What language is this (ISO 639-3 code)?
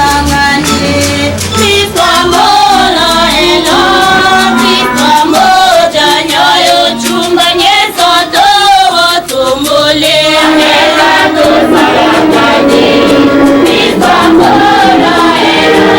tll